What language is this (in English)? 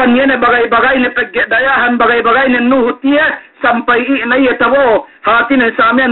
Yakan